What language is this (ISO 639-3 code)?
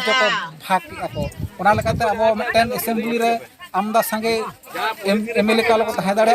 sat